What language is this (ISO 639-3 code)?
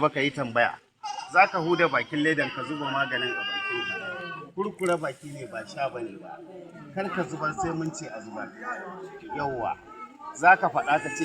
hau